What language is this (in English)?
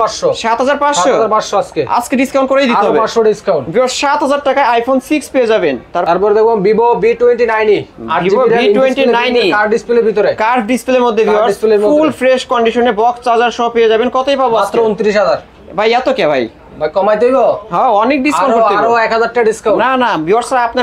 Bangla